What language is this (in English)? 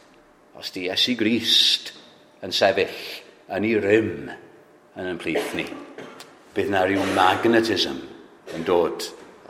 Welsh